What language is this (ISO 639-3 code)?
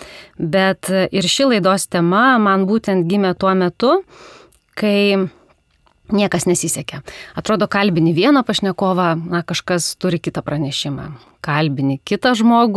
lit